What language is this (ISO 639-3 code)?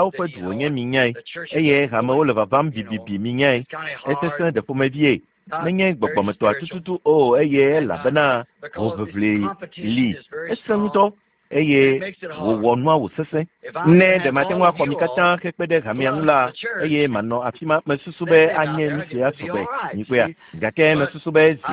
ewe